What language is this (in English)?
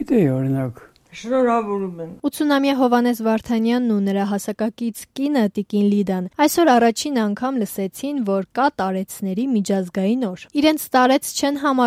Armenian